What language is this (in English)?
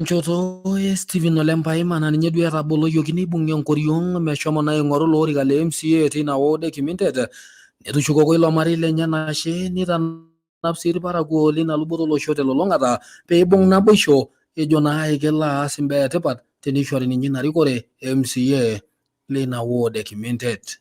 Masai